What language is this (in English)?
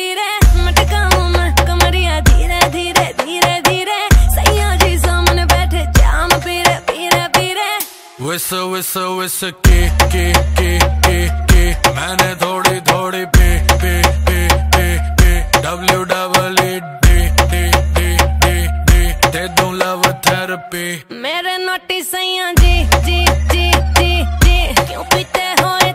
Hindi